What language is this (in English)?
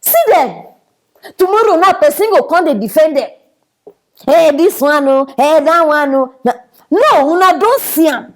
Nigerian Pidgin